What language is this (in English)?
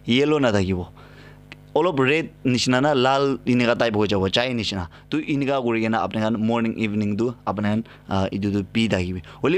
Naga Pidgin